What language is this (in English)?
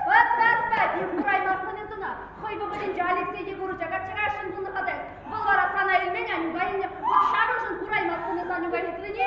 Chuvash